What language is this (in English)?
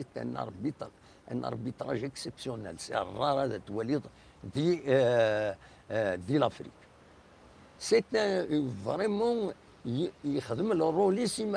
Kabyle